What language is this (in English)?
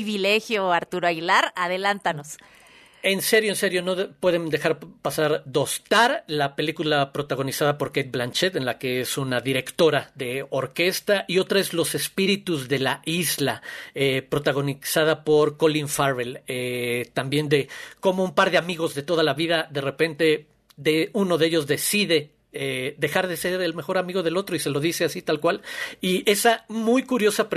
Spanish